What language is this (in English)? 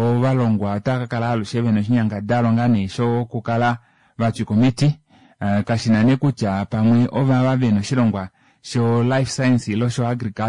Kuanyama